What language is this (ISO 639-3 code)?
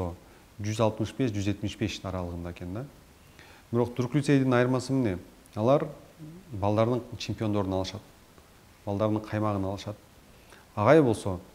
kir